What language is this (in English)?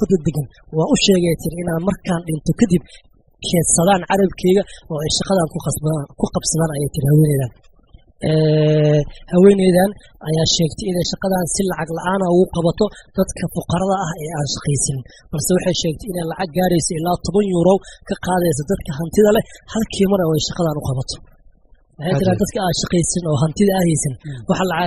Somali